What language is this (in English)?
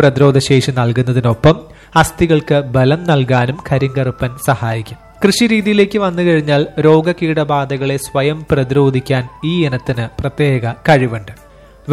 Malayalam